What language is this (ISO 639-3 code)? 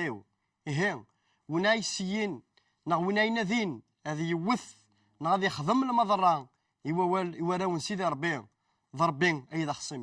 kab